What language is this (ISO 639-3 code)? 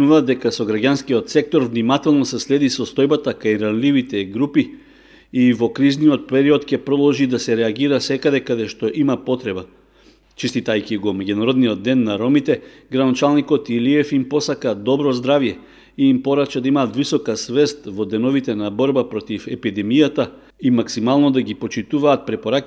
mkd